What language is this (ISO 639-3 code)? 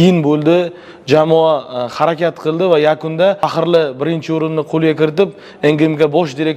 uzb